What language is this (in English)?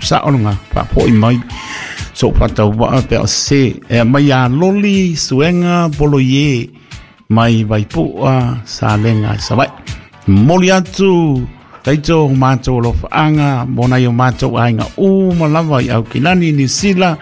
Samoan